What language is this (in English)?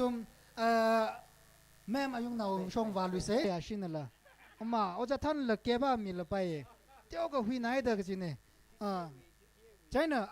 Tangkhul Naga (India)